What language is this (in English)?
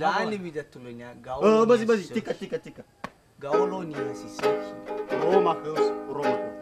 Nias